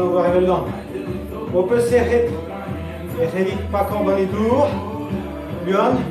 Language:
Breton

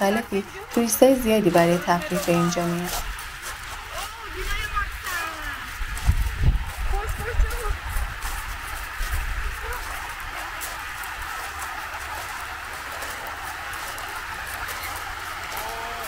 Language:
Persian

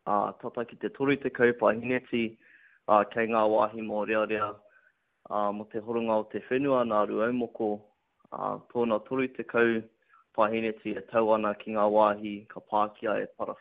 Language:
Māori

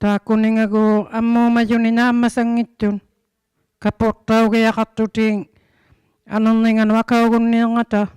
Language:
Inuktitut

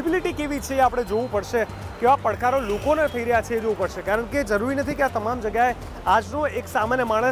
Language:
Gujarati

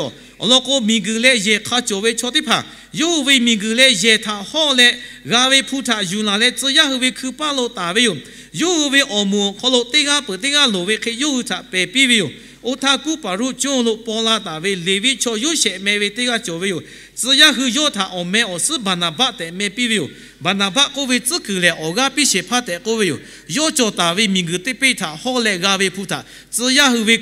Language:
Lahu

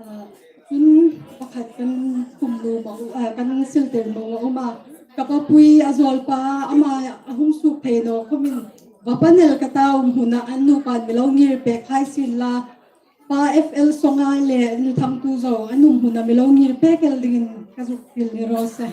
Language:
Hmar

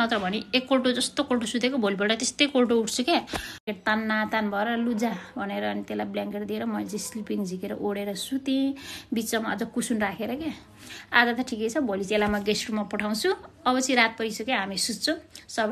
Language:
Nepali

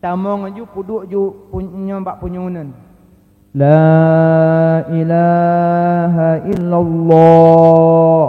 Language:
Achinese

